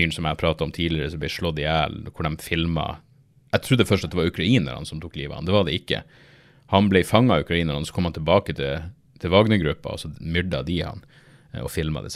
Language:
Norwegian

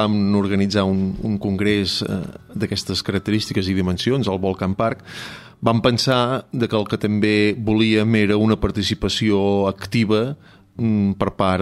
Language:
Catalan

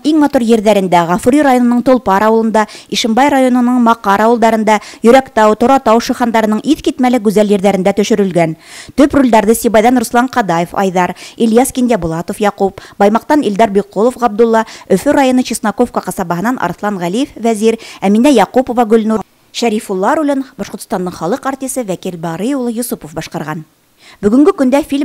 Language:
Bashkir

